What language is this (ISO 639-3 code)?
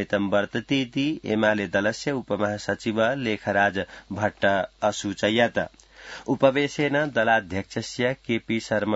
san